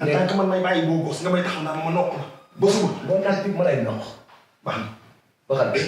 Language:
Wolof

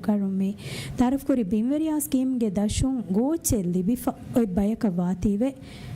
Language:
Divehi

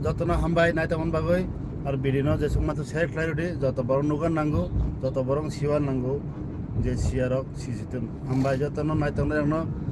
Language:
Kok Borok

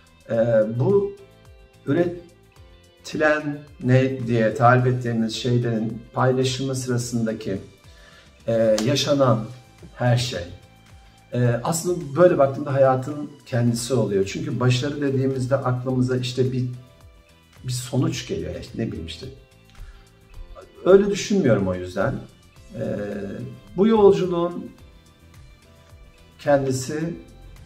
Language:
Turkish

